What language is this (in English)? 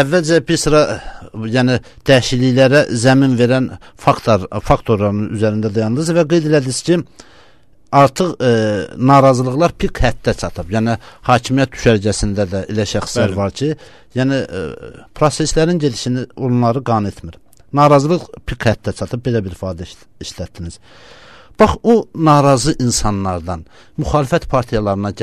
Azerbaijani